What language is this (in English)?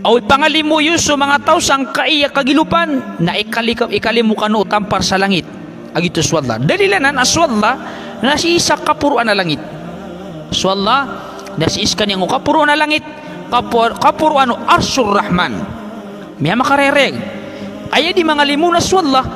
Maranao